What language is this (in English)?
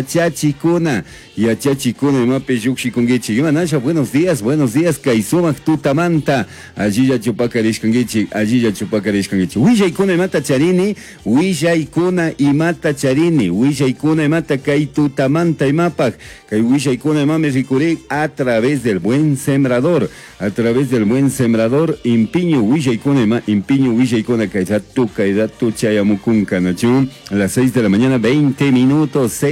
Chimborazo Highland Quichua